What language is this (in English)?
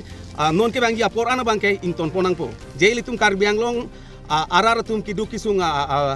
Karbi